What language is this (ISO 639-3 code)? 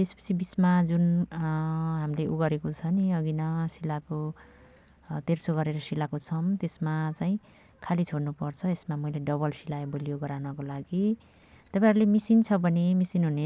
nep